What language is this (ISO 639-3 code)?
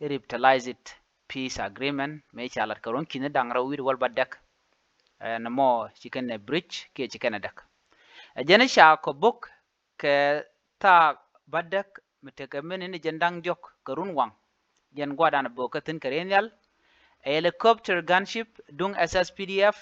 nus